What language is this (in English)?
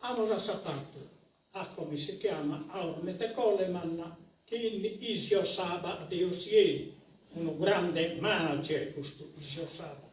Sardinian